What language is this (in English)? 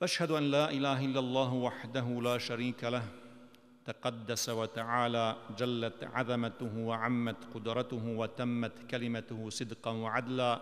Bosnian